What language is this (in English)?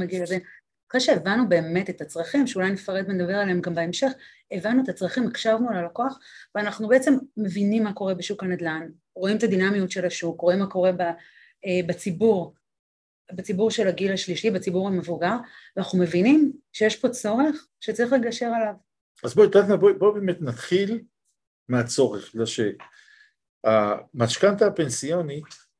Hebrew